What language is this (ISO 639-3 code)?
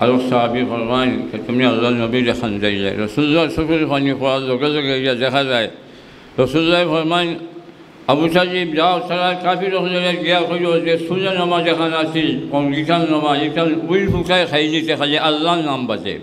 syl